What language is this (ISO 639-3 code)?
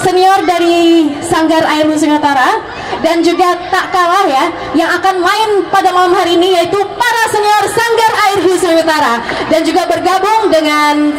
bjn